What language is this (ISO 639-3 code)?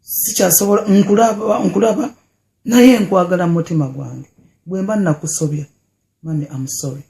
lug